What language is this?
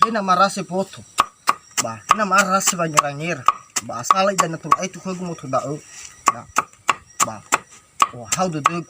Nias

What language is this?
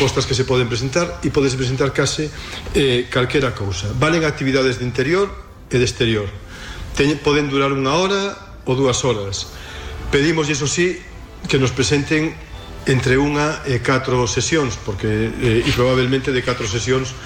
Galician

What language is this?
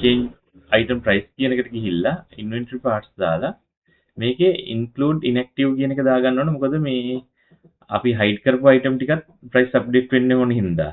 Sinhala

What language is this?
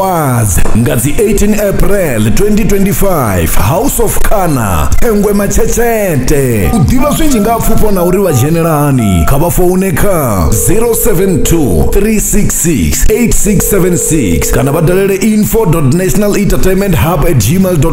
Venda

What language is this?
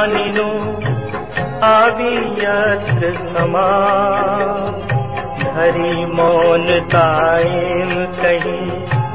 Gujarati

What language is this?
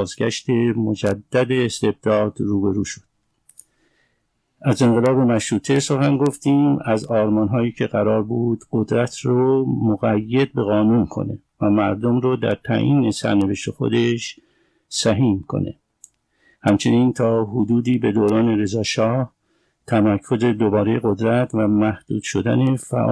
Persian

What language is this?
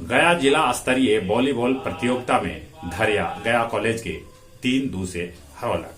Magahi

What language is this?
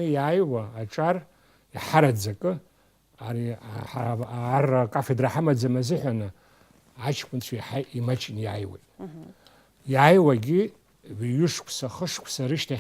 Abkhazian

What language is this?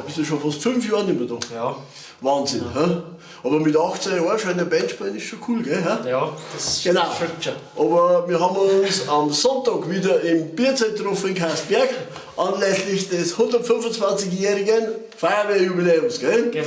Bavarian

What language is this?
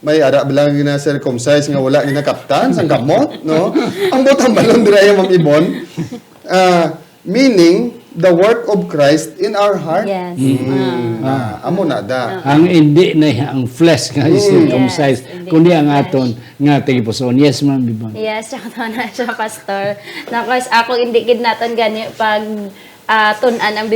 Hiligaynon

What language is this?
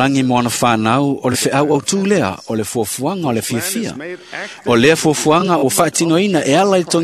Samoan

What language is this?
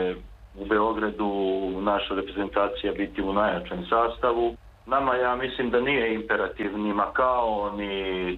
Serbian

